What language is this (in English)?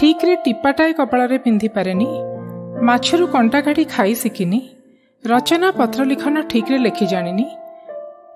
Odia